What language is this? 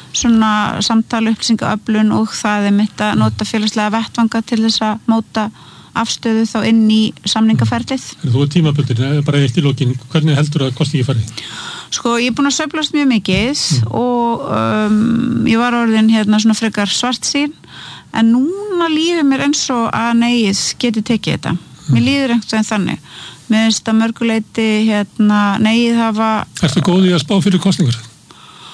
Icelandic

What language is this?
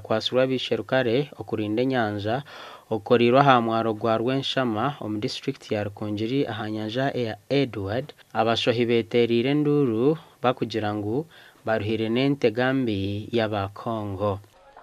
Nyankole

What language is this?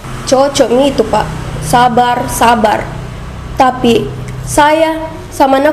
Makassar Malay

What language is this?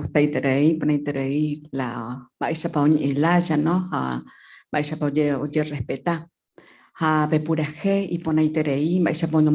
Guarani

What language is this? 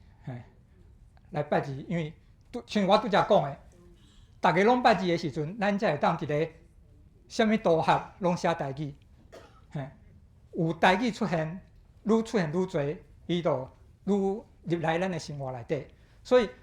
Min Nan Chinese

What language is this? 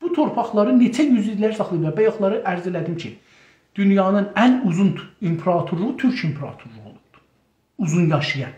South Azerbaijani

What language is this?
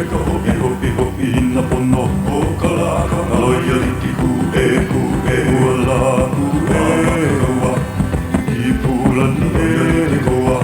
Hawaiian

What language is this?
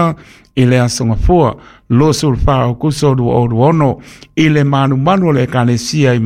Samoan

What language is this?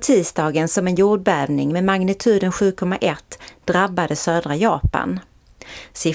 Swedish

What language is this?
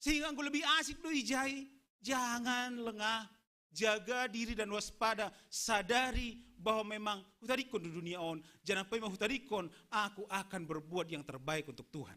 Batak Simalungun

